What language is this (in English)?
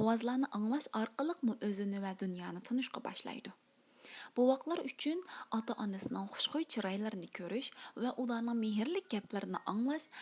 Uyghur